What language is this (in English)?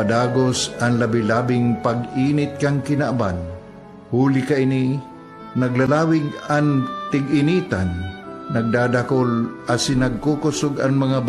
Bikol